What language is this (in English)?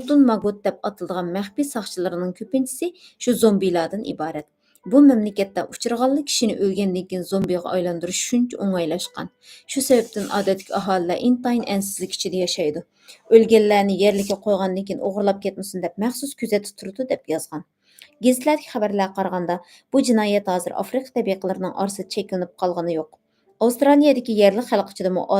Uyghur